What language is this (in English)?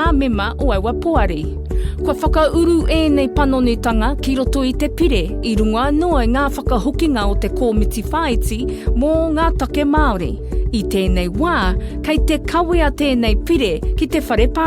Māori